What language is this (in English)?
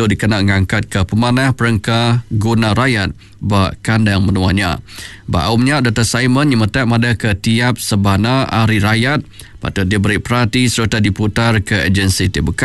Iban